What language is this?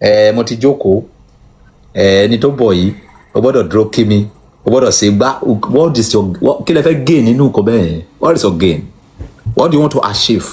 Yoruba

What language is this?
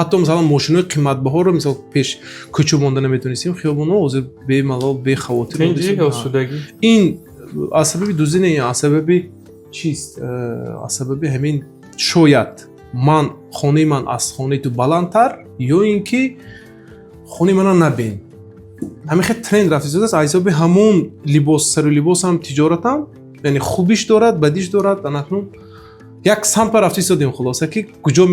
Tajik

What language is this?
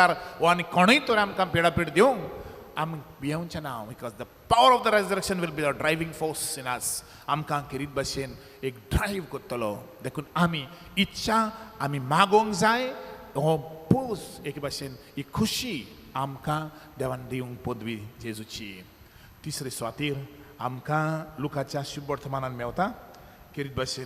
Konkani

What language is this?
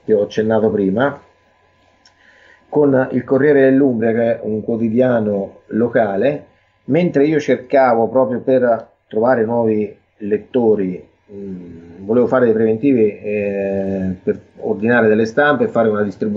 Italian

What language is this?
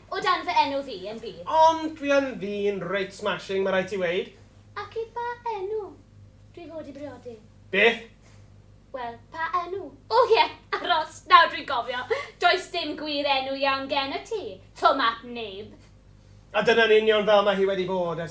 Welsh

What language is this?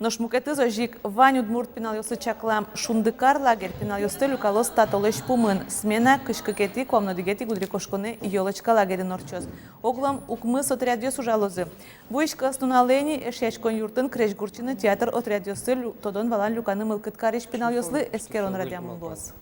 Udmurt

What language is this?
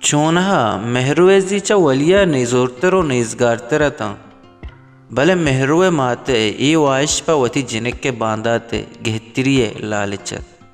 Baluchi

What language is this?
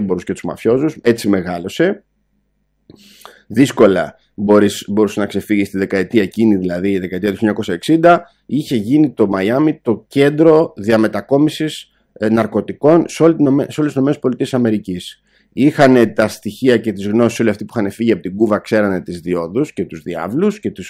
Greek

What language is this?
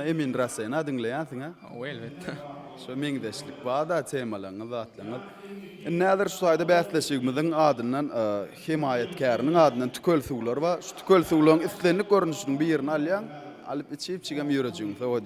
Turkmen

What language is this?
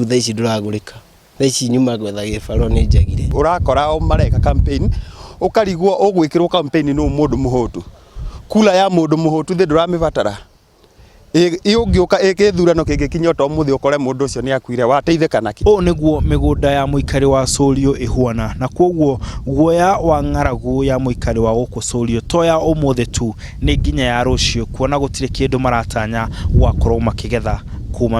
Kikuyu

